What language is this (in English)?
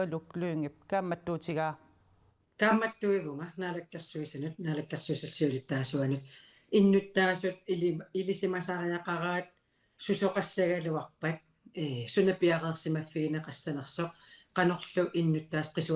Kalaallisut